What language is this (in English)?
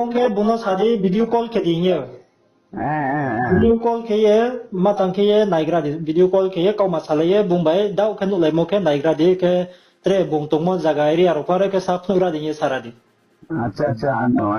Riang (India)